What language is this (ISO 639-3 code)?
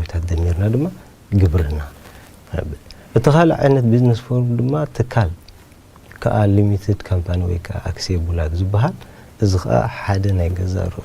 tir